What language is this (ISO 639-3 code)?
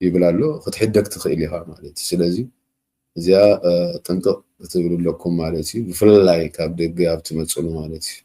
tir